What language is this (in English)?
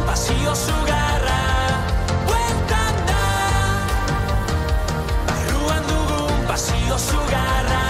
Basque